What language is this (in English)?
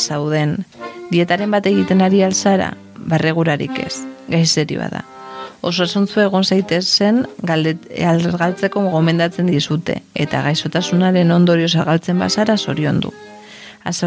Basque